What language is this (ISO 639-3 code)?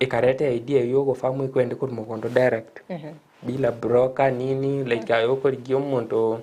guz